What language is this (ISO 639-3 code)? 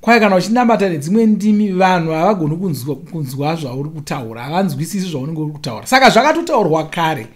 sna